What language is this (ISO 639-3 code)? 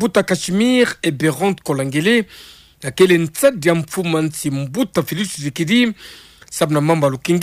ktu